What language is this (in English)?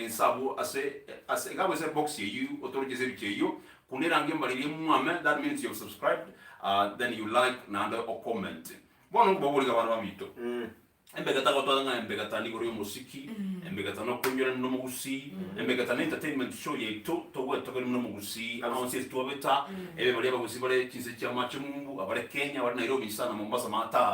Gusii